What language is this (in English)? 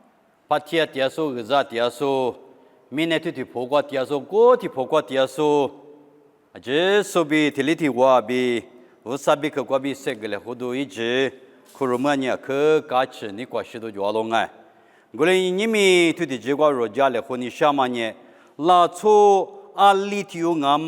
Lisu